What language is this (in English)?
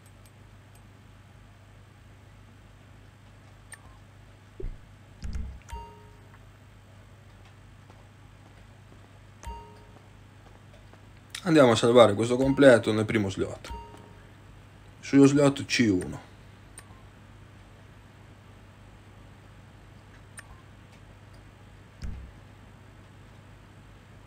Italian